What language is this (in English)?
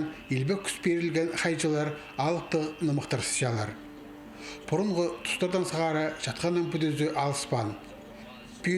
Khakas